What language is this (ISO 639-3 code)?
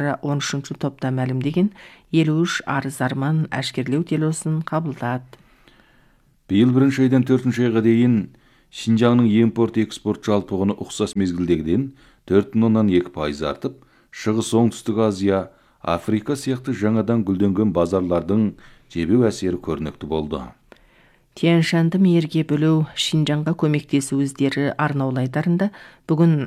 kaz